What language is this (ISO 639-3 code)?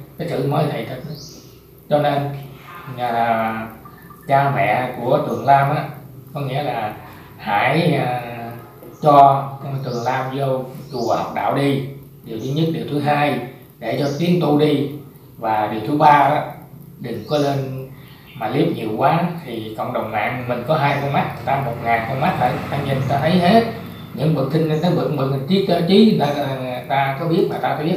vie